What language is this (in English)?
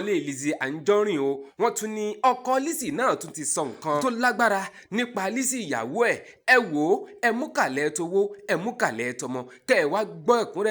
Yoruba